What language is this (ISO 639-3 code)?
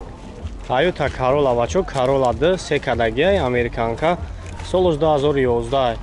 tgk